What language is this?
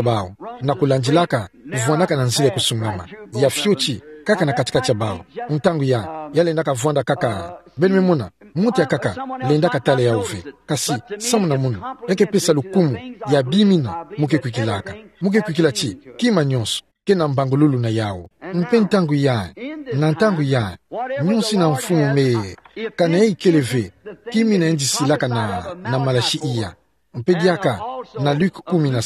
Kituba (Democratic Republic of Congo)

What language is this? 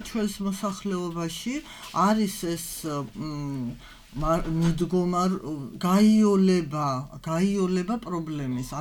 Georgian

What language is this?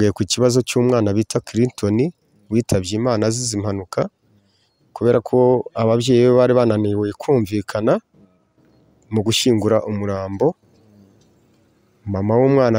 Kinyarwanda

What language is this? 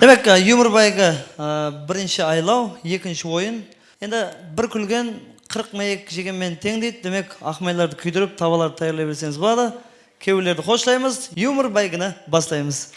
Kara-Kalpak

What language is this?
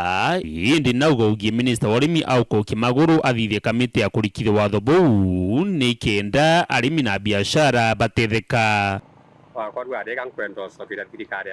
Meru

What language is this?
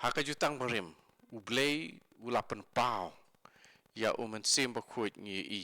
Khasi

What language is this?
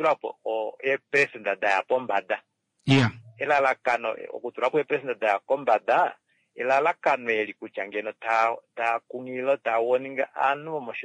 Kuanyama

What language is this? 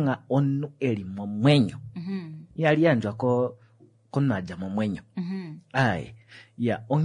Kuanyama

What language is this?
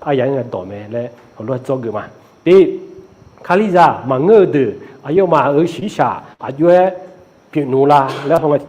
Akha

